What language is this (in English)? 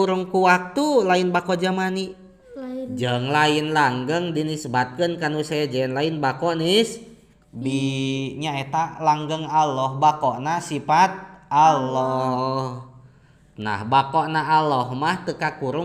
Sundanese